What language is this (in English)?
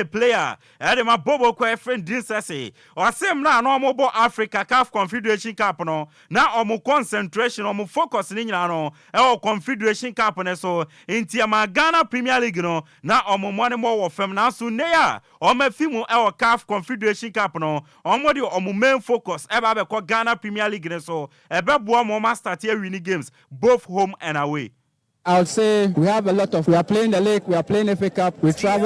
Akan